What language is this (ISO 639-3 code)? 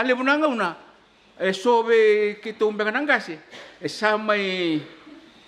fij